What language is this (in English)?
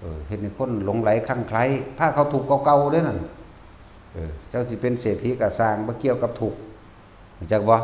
Northeastern Thai